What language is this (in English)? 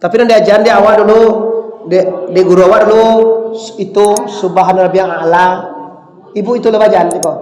Minangkabau